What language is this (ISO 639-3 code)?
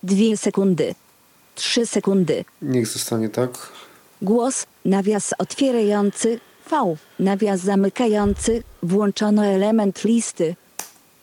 pol